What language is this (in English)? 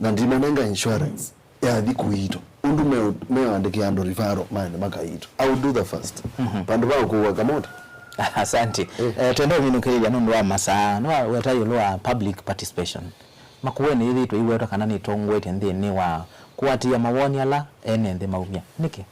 Kamba